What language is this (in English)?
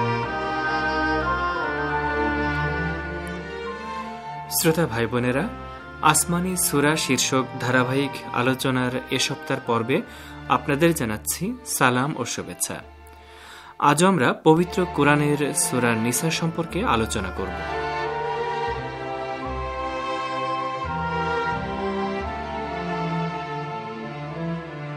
Bangla